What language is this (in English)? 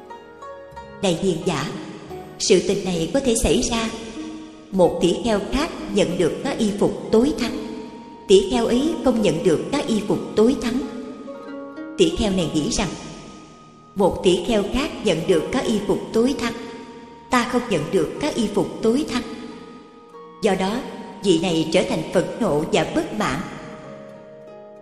Vietnamese